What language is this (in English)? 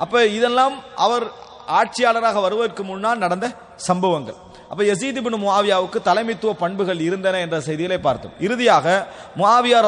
Tamil